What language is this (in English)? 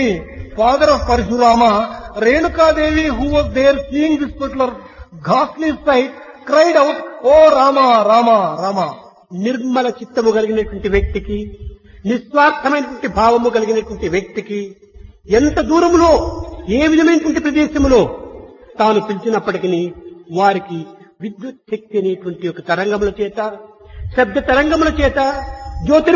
Telugu